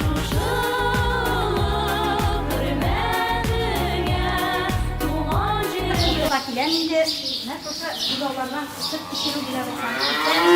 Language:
Tatar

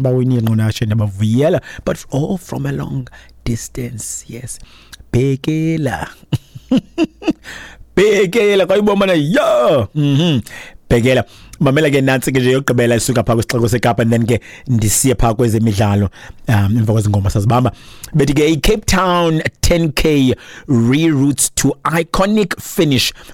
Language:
Xhosa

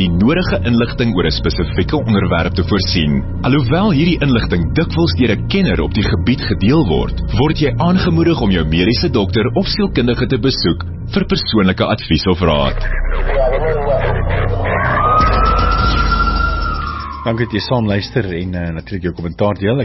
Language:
Afrikaans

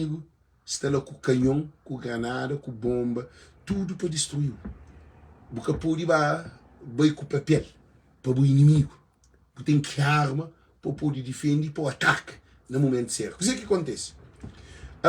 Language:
Kabuverdianu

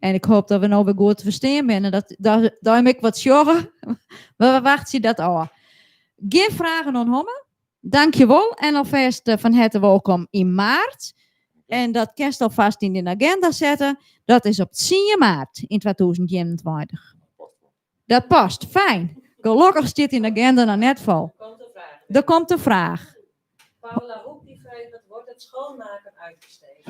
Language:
Western Frisian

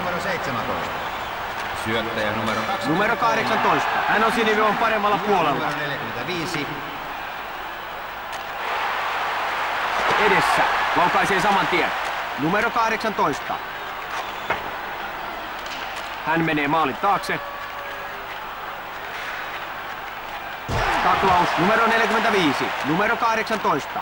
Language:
Finnish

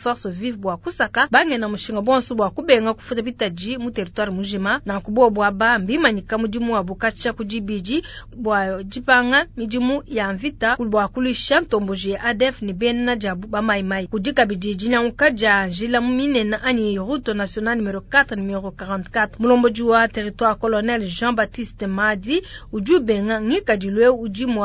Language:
Luba-Lulua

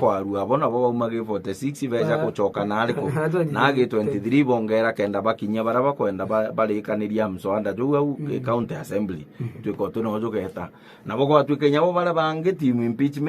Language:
Meru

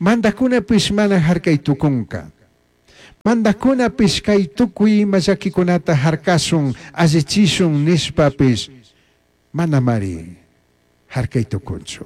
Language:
Chimborazo Highland Quichua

